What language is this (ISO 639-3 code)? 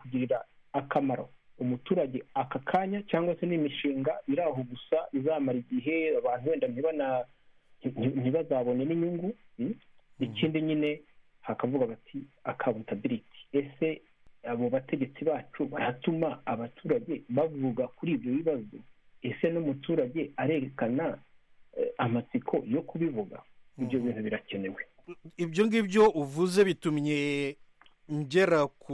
kin